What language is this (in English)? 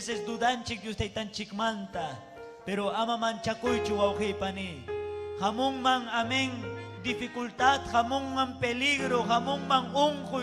Ayacucho Quechua